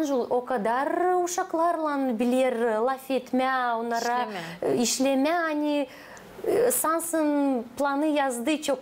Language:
Gagauz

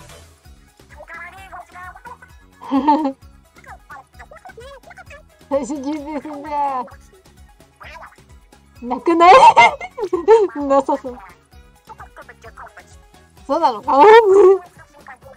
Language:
Japanese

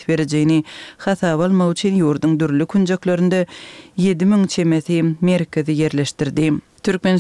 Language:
Kyrgyz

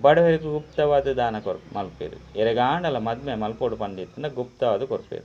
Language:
Tulu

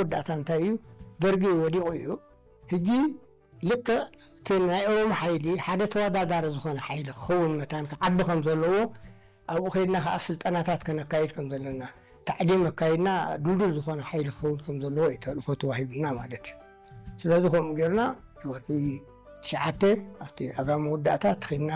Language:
Tigrinya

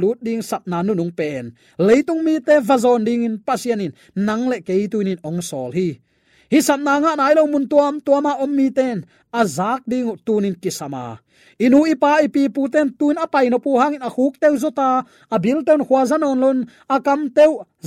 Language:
Tedim Chin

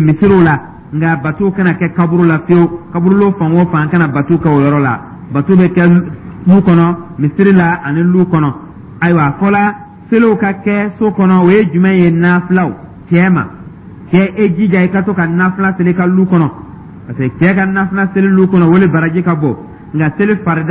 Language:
Dyula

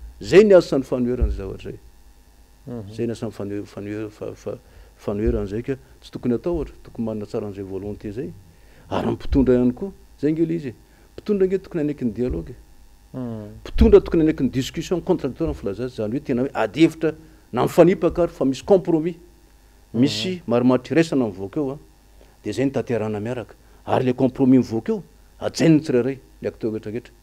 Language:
Malagasy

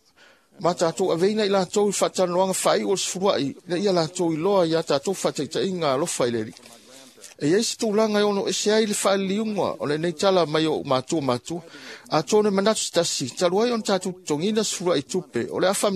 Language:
Samoan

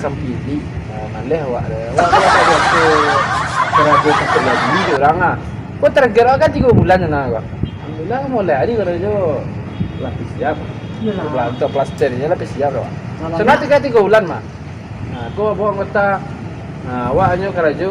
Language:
Minangkabau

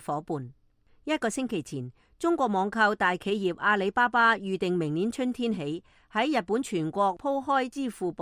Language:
Cantonese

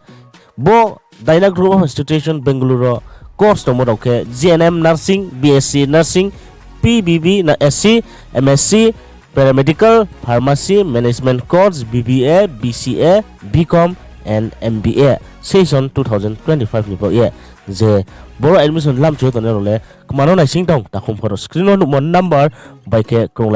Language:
Riang (India)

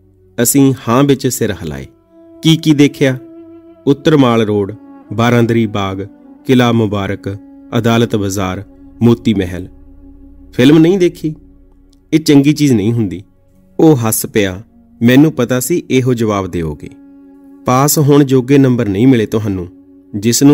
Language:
Punjabi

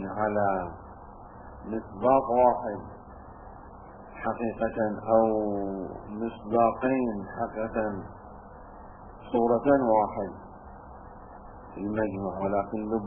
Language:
Arabic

